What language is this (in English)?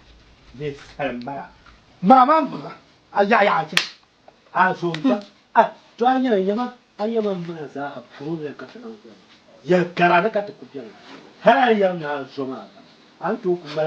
Dagbani